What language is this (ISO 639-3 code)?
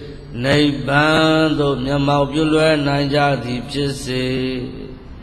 mya